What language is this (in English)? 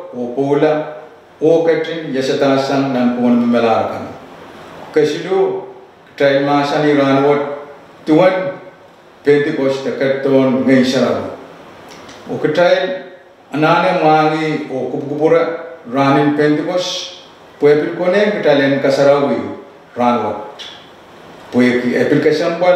Pohnpeian